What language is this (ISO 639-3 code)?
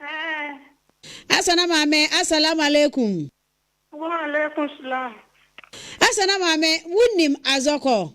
aka